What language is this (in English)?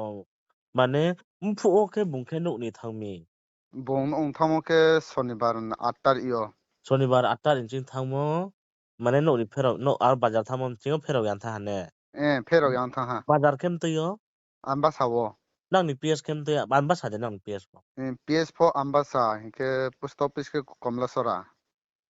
Riang (India)